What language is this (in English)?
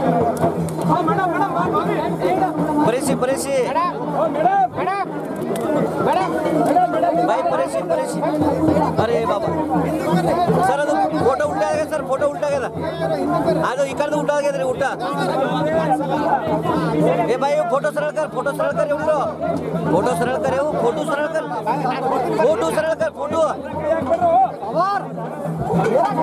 Kannada